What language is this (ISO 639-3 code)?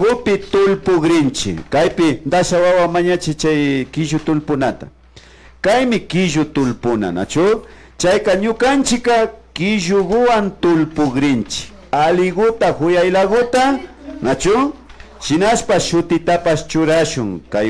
qvi